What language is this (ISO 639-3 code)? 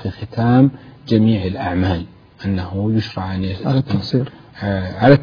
ara